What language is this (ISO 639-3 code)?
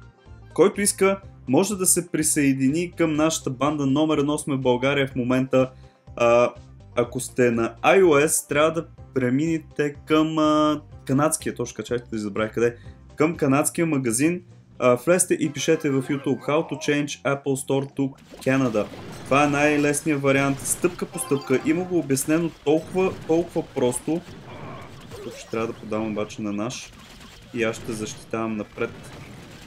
bul